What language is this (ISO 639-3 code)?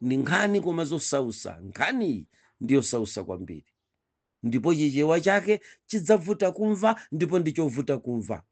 nya